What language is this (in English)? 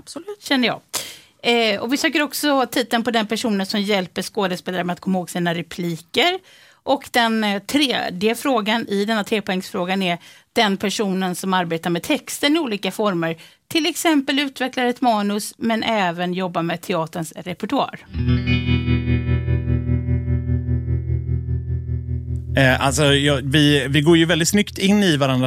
Swedish